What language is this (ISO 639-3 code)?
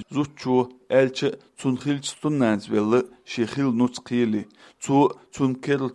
che